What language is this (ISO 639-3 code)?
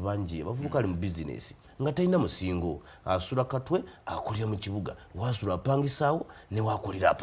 lug